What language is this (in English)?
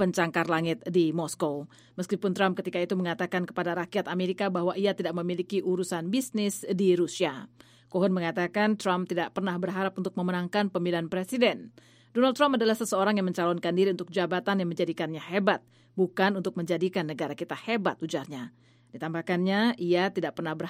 Indonesian